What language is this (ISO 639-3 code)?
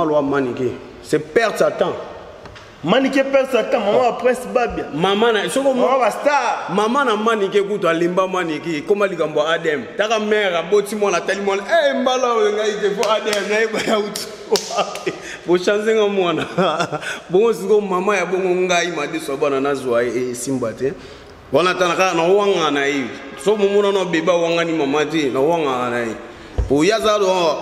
lin